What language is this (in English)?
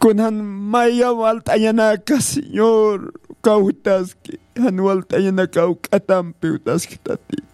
Aymara